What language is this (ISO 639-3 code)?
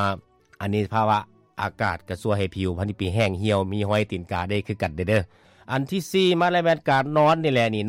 lao